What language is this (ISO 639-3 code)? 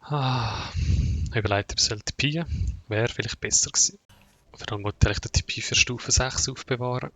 gsw